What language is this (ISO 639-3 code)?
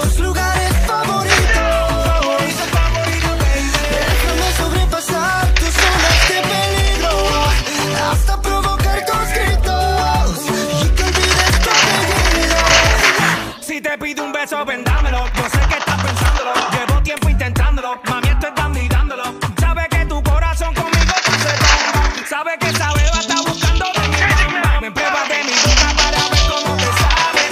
spa